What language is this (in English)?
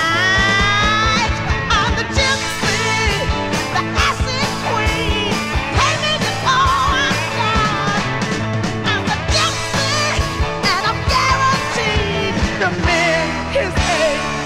English